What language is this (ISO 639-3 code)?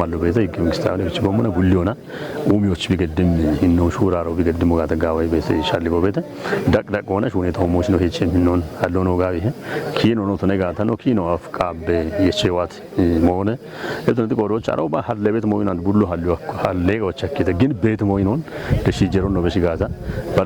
kbr